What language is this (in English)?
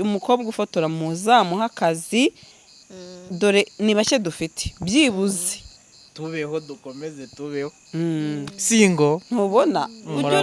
Kinyarwanda